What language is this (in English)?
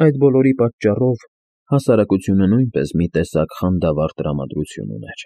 Armenian